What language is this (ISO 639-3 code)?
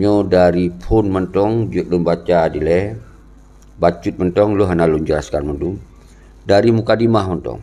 ace